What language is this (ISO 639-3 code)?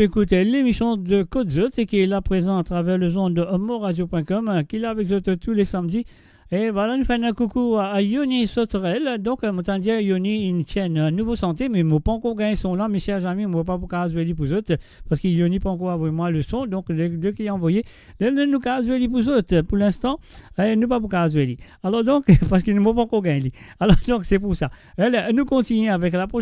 mfe